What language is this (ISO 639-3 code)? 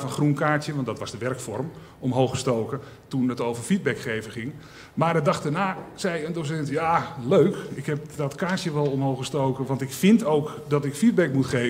nld